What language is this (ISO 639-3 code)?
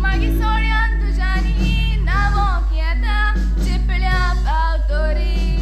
kok